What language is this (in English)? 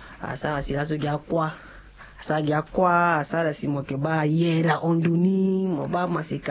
Sango